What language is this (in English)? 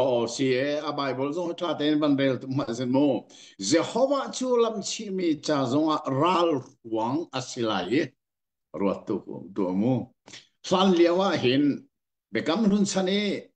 Hakha Chin